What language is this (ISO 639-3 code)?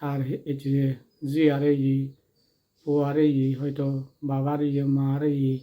ccp